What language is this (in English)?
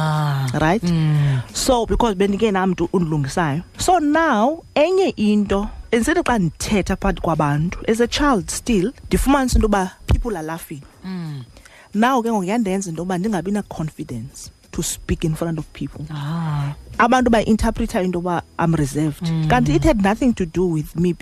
Xhosa